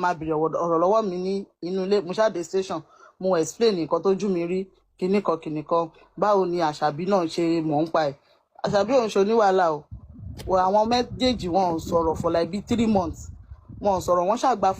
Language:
Yoruba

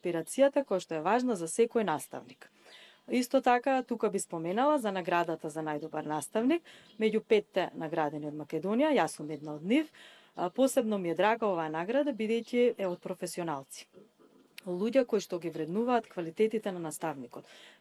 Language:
Macedonian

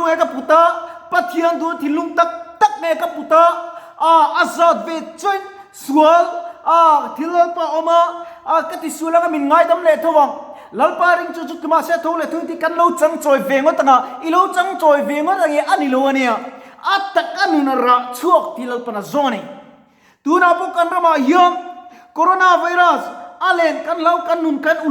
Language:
Mizo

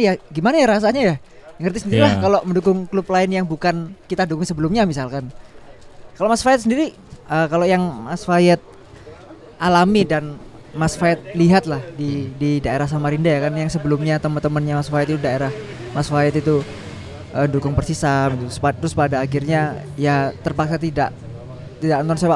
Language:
Indonesian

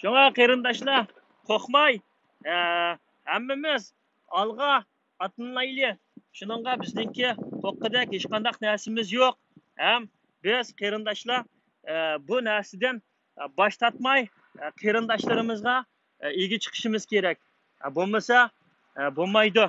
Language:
Uyghur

